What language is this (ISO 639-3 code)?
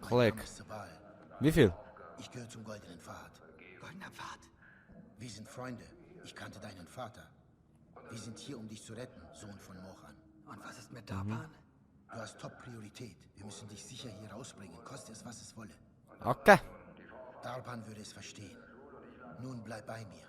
gsw